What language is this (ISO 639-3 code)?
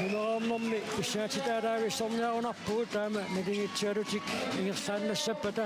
kal